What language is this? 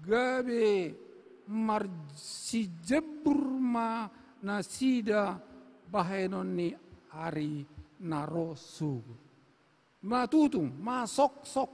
Batak Toba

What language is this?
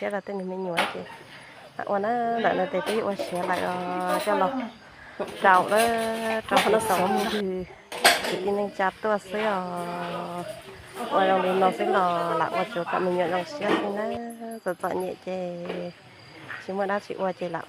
Hmong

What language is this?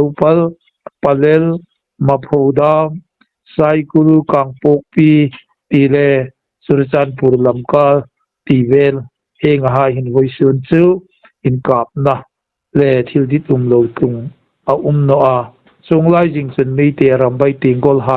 Hmar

